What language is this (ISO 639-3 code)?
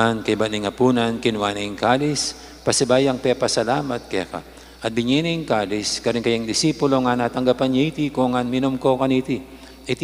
pam